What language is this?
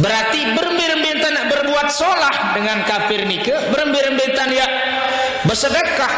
Sasak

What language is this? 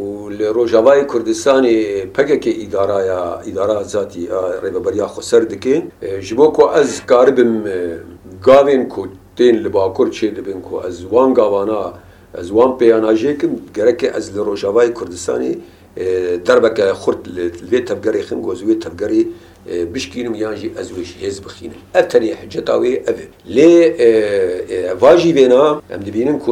Kurdish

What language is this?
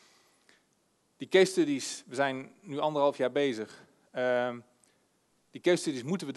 Dutch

